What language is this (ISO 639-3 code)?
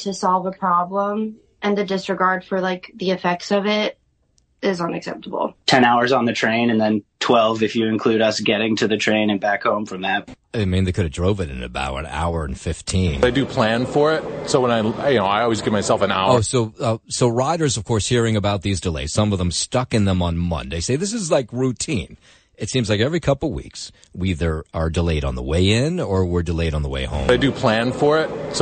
eng